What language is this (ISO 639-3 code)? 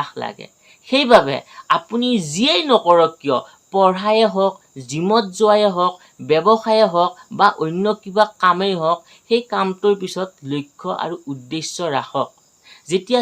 asm